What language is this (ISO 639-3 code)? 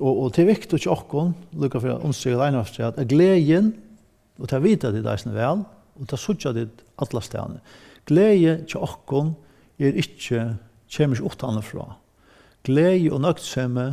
fao